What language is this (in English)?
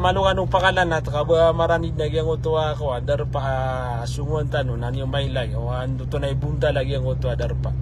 Maranao